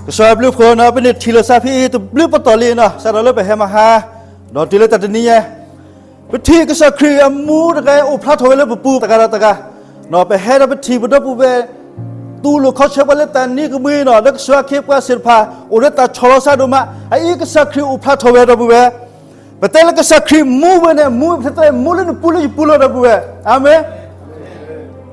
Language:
S'gaw Karen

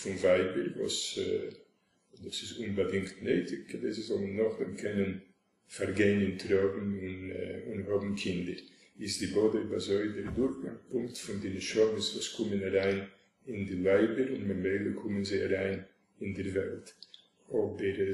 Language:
Yiddish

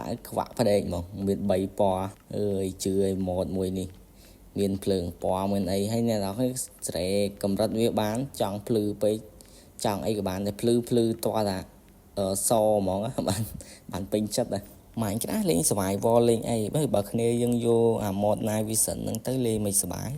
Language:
Khmer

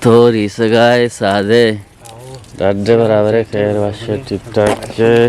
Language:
Eastern Balochi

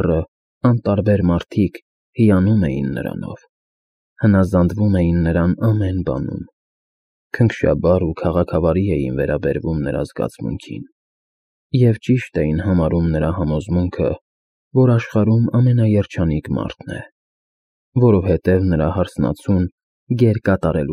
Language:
Armenian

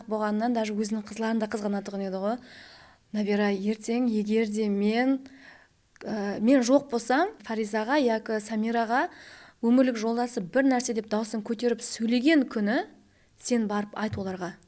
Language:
Kara-Kalpak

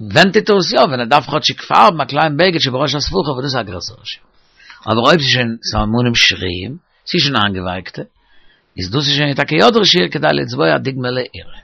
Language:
Yiddish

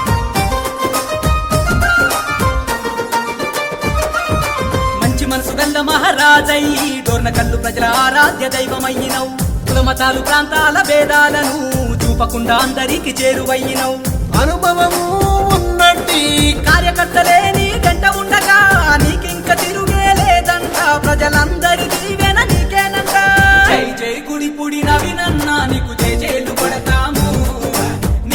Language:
Telugu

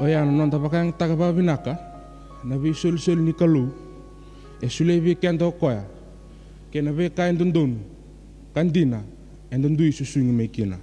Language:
Fijian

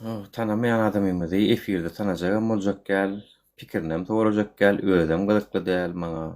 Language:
Turkmen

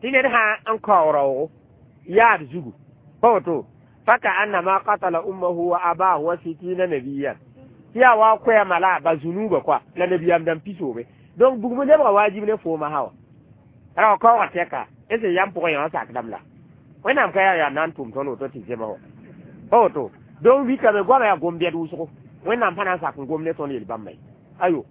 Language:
Mossi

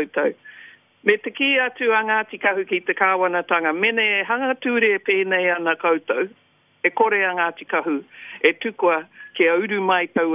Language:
Māori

